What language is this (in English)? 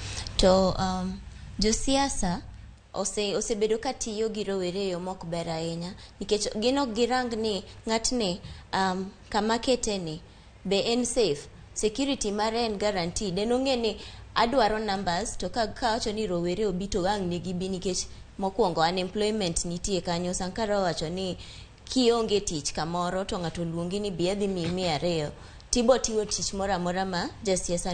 Luo (Kenya and Tanzania)